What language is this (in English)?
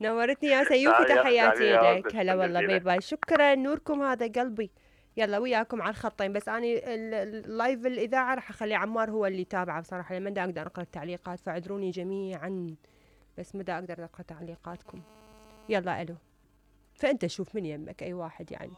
Mesopotamian Arabic